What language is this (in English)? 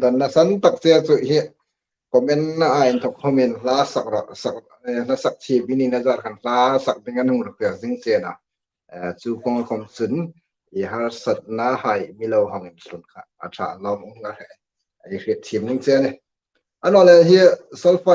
Hmar